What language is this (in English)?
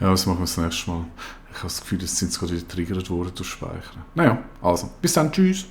Swiss German